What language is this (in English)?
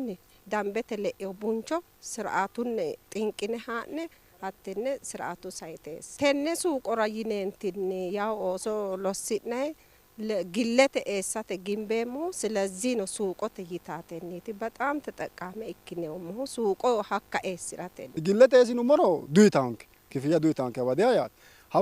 Sidamo